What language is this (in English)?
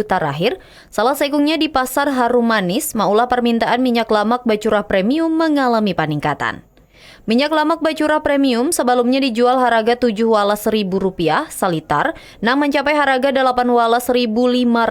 Banjar